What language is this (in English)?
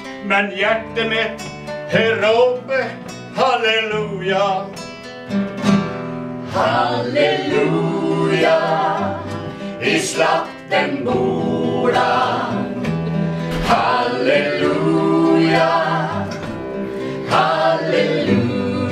Swedish